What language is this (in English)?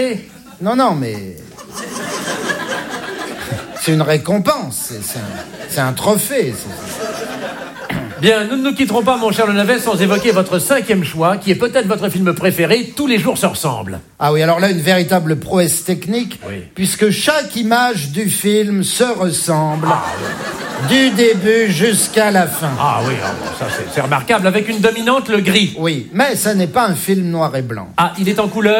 French